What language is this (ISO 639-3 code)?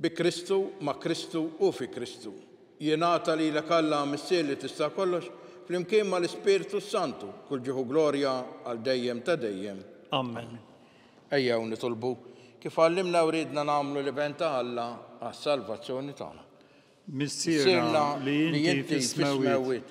mlt